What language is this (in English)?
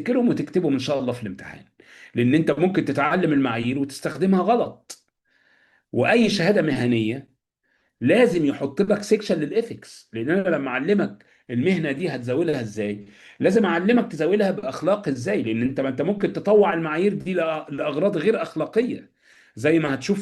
Egyptian Arabic